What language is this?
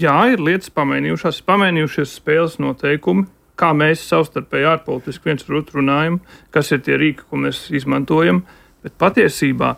Latvian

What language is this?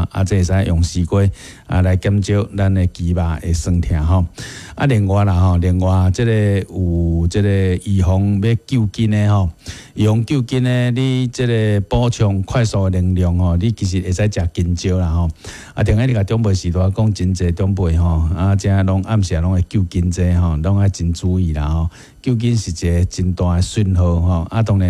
Min Nan Chinese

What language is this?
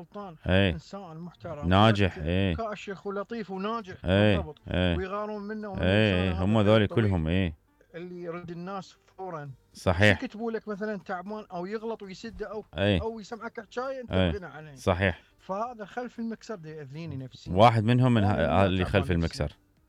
Mesopotamian Arabic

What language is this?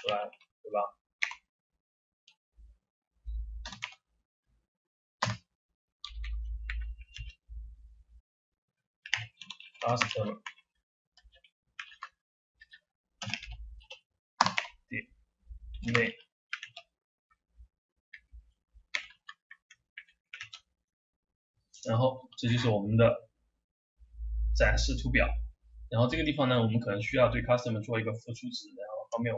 Chinese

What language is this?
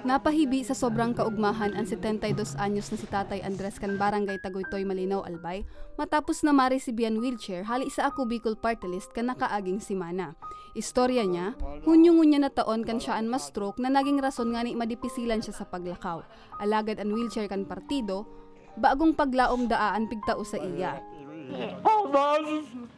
Bikol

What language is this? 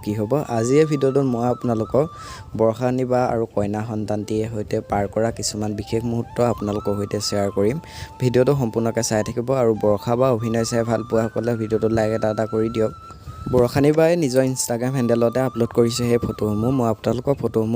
Assamese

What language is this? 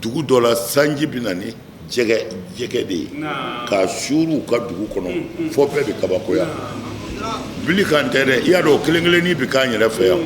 Bambara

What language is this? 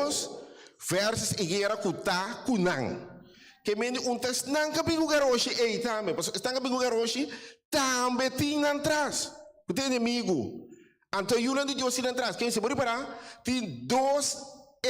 Papiamento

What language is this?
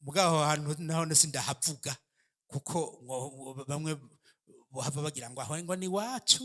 Rundi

